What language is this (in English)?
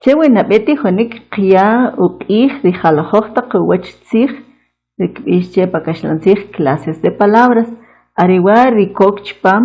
Kʼicheʼ